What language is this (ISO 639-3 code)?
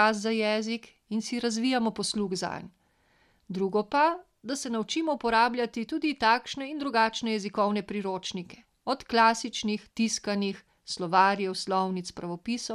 slv